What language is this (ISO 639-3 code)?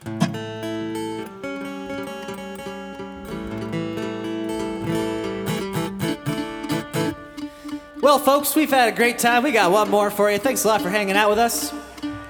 eng